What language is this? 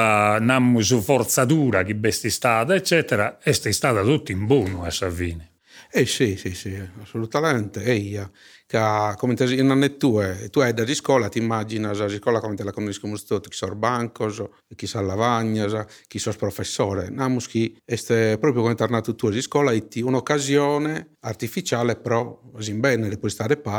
Sardinian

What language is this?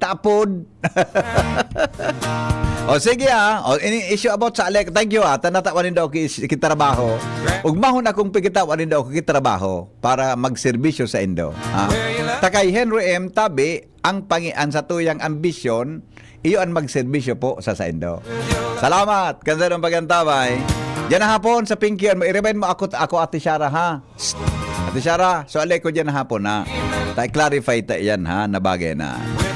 Bikol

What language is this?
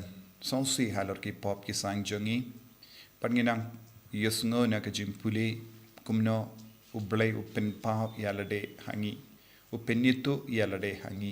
Khasi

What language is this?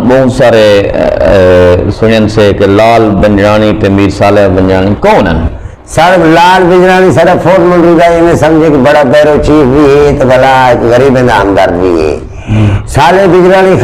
Saraiki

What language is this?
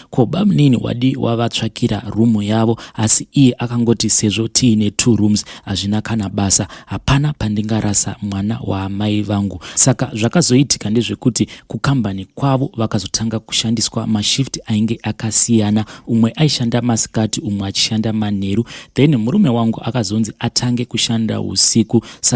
Shona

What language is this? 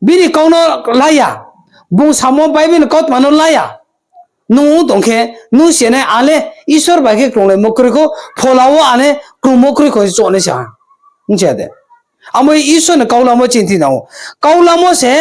Riang (India)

